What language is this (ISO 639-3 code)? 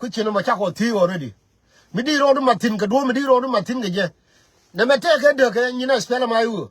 nus